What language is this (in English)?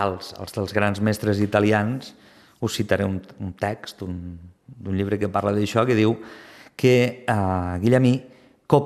Catalan